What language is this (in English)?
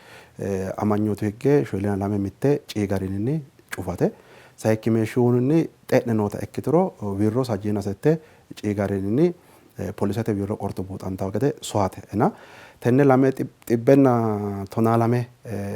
Sidamo